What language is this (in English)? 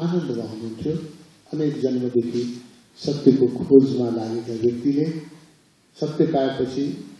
Nepali